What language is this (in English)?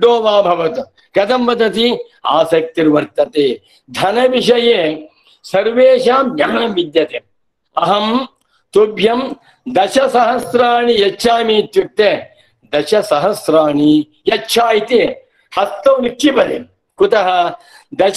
Sanskrit